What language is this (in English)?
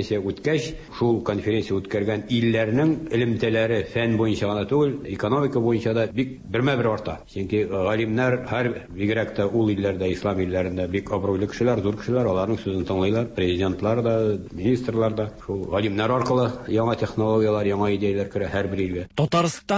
Tatar